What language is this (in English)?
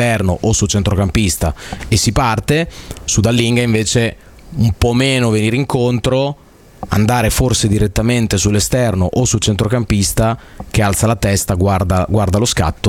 Italian